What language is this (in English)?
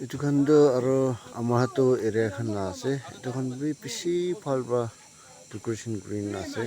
Naga Pidgin